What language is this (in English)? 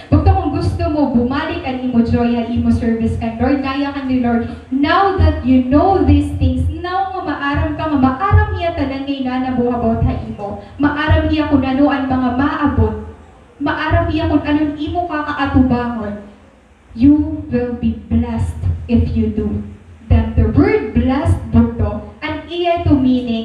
Waray